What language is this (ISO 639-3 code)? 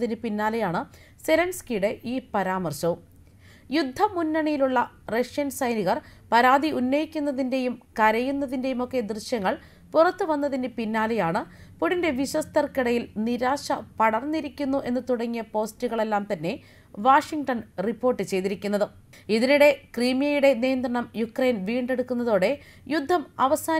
mal